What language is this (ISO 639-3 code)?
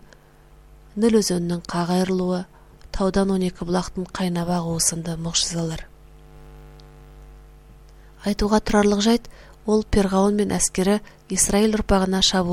kaz